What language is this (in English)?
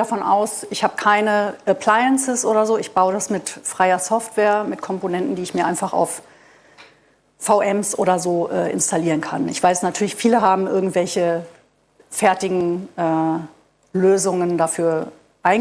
German